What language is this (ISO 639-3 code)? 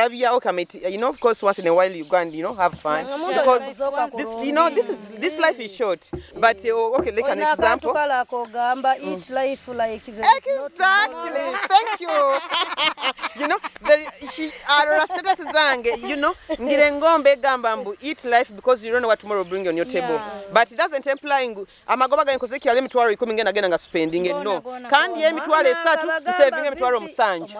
nyo